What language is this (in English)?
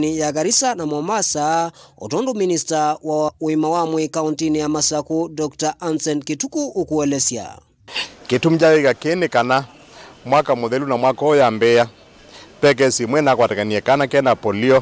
Kamba